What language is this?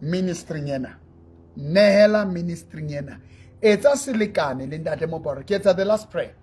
Southern Sotho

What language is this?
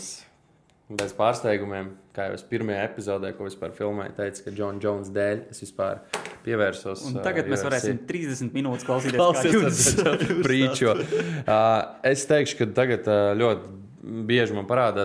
Latvian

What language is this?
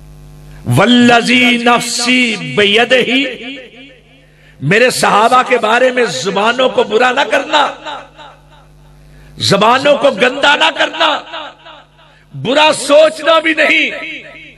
Urdu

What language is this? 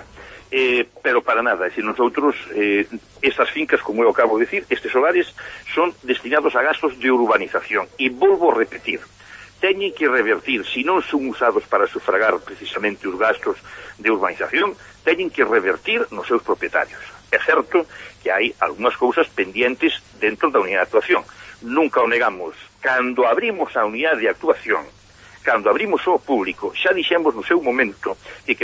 Galician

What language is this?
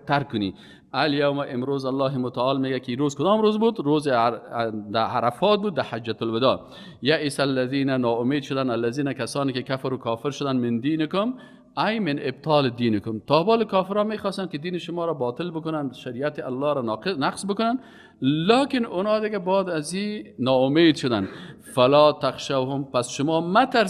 Persian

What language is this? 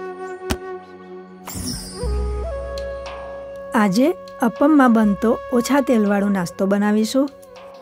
Gujarati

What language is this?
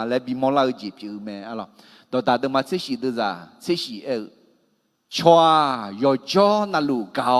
Akha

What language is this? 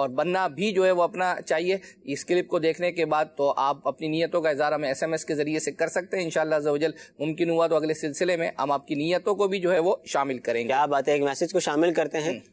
Urdu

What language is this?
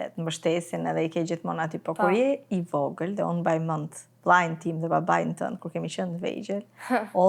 Albanian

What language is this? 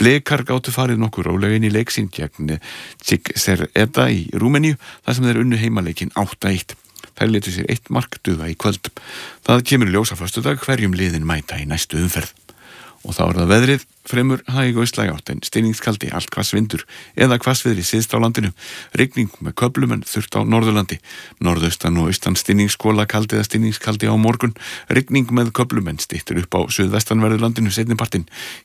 Icelandic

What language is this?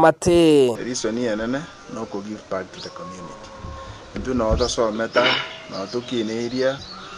Gusii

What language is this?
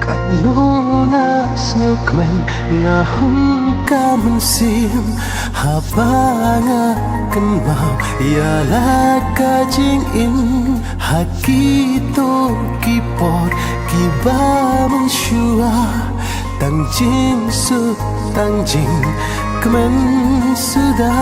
Khasi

